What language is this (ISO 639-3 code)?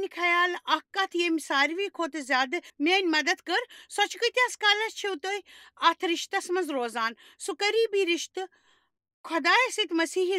kas